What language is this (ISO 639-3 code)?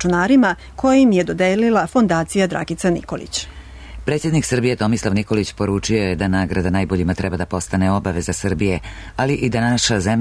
srp